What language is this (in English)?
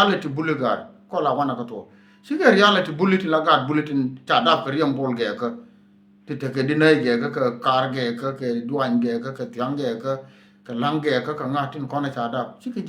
Nuer